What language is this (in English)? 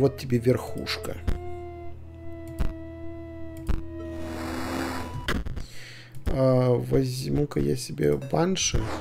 Russian